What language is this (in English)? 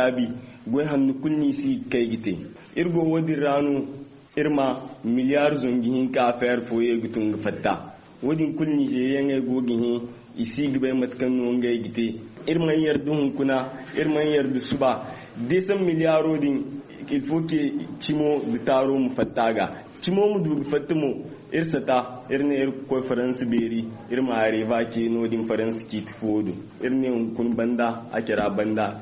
Zarma